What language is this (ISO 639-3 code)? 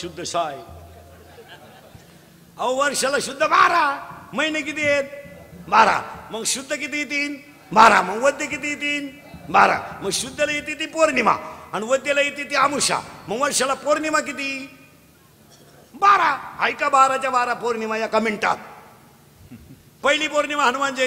mar